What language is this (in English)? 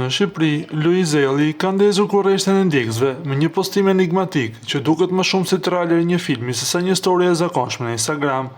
Albanian